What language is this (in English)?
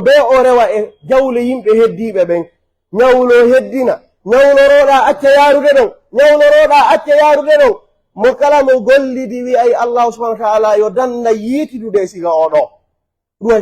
Pular